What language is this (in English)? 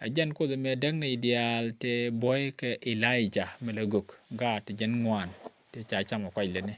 Nuer